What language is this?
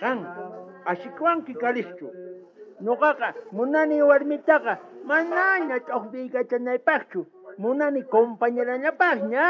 South Bolivian Quechua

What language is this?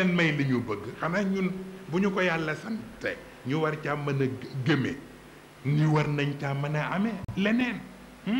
Wolof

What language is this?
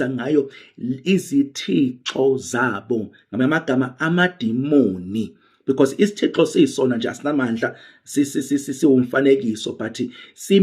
Zulu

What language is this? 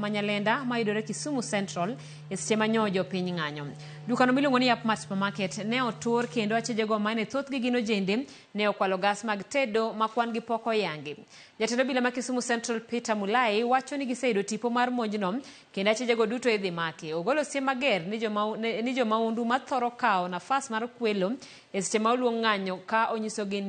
Luo (Kenya and Tanzania)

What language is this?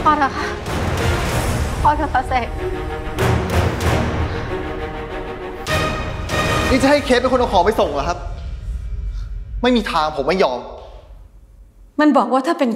Thai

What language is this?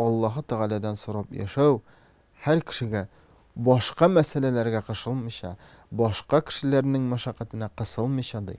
Tatar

